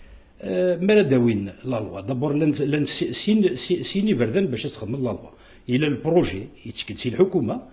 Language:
Kabyle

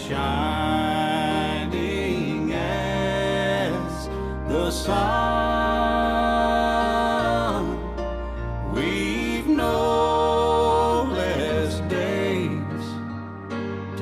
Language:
English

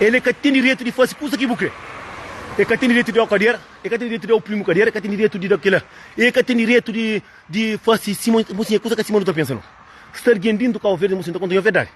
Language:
Kabuverdianu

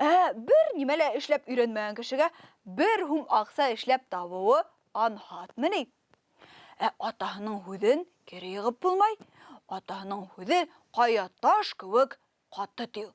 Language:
Bashkir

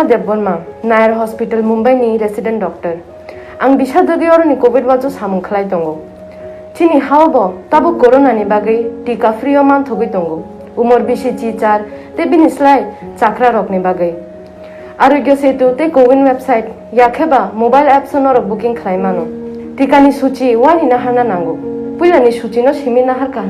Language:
Kok Borok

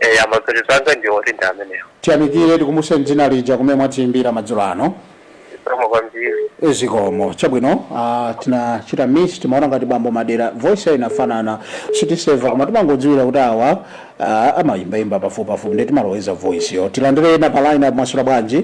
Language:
Nyanja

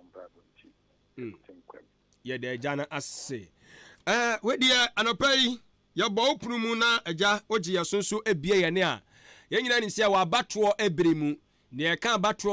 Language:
Akan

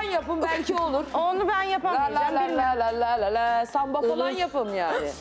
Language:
Turkish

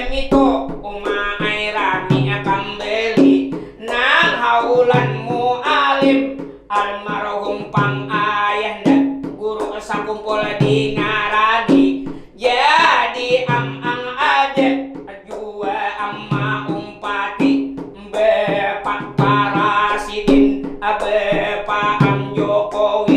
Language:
Banjar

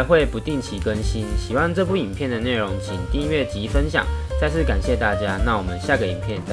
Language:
Chinese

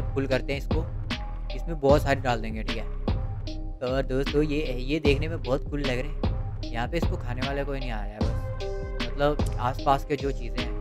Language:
Hindi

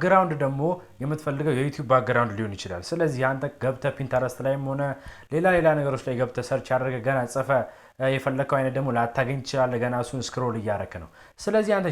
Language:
Amharic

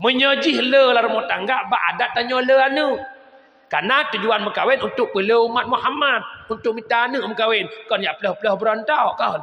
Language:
Achinese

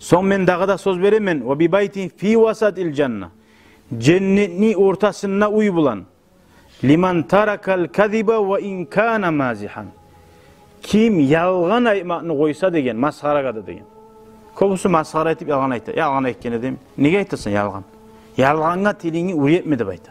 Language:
Kumyk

